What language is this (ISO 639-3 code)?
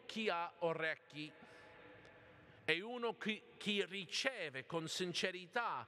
ita